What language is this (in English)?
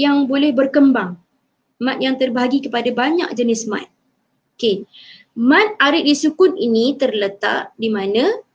Malay